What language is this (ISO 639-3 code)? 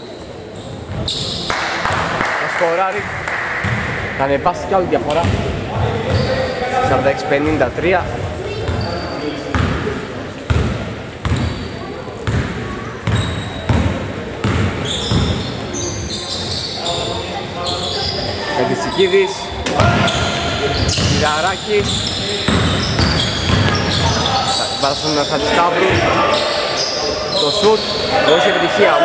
ell